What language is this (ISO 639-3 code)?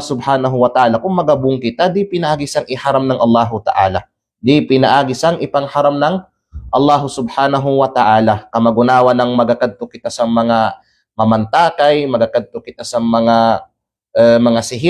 kqe